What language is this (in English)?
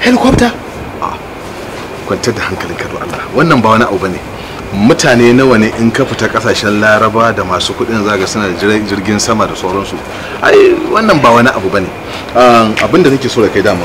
Hausa